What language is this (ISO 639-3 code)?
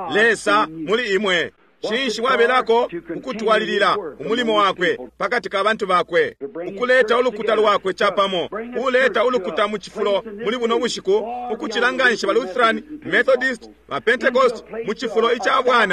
bem